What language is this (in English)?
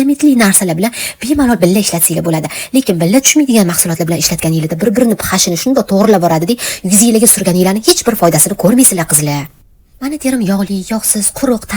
Uzbek